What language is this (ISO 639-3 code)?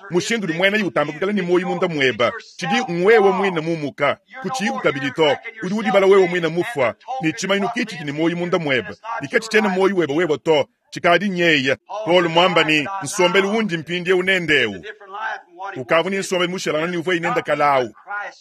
lua